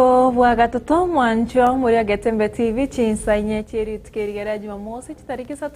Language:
Gusii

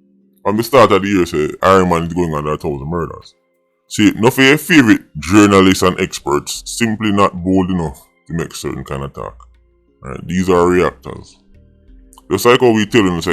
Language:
Jamaican Creole English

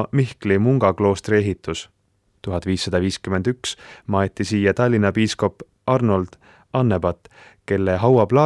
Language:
Estonian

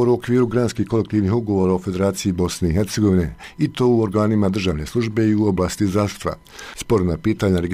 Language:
Bosnian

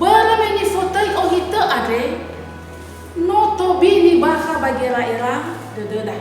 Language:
Nias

